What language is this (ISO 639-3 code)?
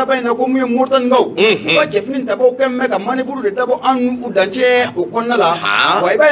bam